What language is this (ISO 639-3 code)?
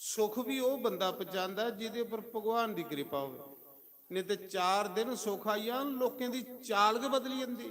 doi